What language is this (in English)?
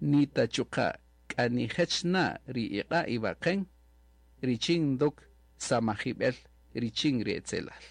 Kaqchikel